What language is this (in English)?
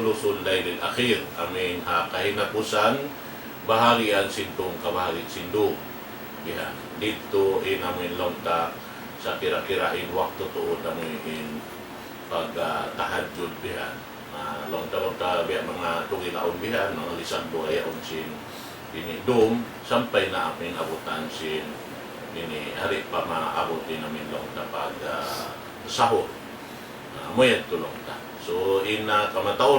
Tausug